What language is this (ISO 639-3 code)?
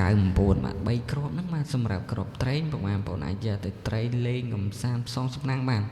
khm